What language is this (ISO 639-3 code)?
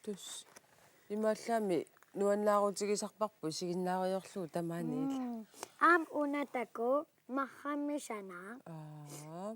kal